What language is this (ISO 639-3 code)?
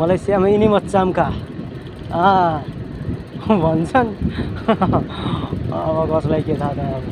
nep